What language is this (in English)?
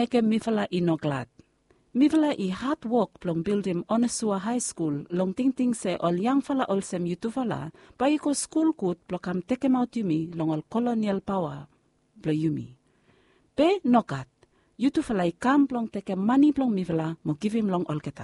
Bislama